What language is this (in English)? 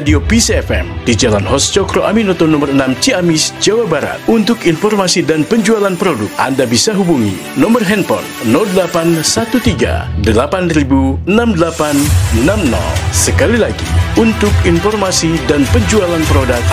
Indonesian